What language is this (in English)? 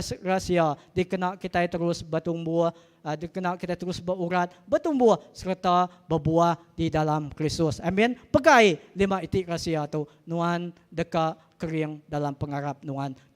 Iban